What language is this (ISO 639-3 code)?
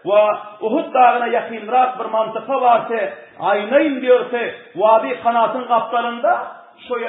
tuk